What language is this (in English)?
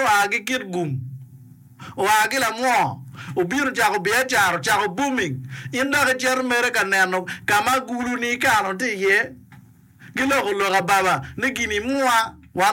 Acoli